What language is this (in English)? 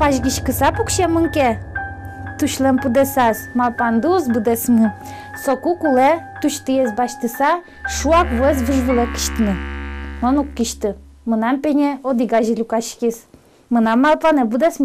Udmurt